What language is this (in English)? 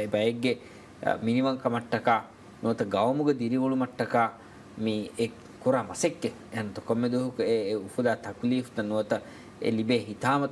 Divehi